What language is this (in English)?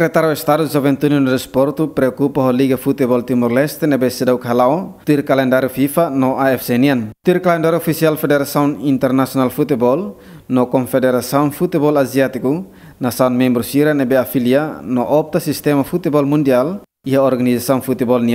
Tetum